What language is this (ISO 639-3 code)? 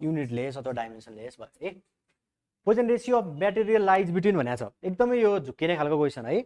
nep